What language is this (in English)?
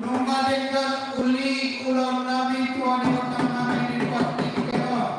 Batak Toba